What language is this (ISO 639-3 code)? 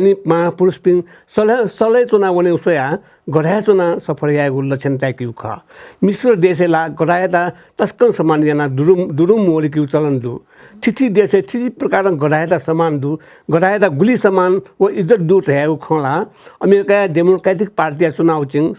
new